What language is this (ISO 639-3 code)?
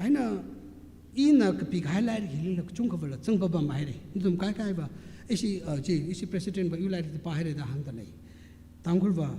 nmf